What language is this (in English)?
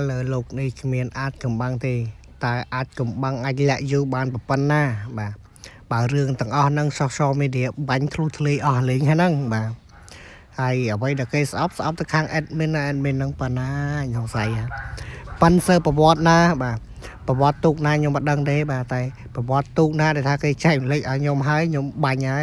Khmer